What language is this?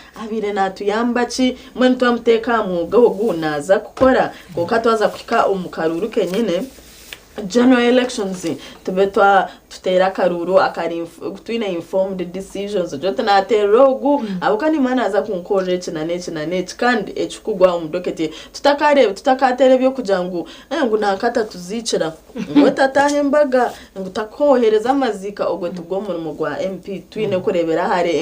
Nyankole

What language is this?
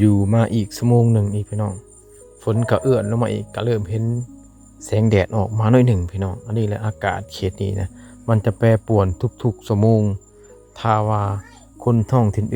Lao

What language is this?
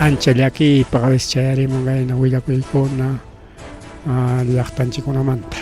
Ayacucho Quechua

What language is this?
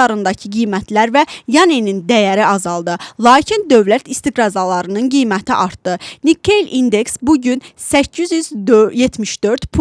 Azerbaijani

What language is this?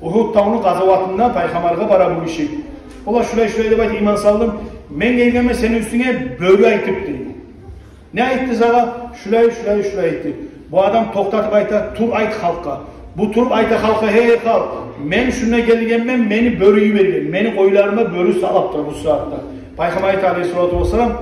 Kumyk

